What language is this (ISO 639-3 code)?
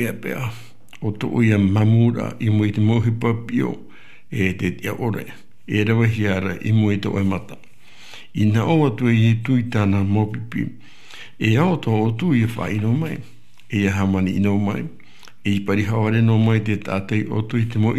tah